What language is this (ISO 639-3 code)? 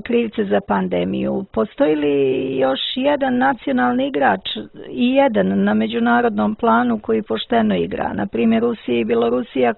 srp